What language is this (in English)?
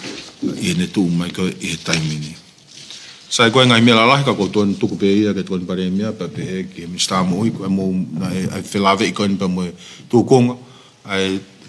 Tongan